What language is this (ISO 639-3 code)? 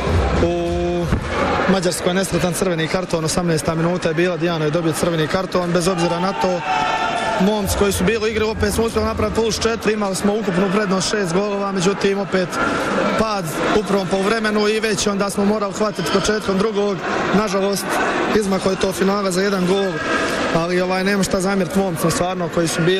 bos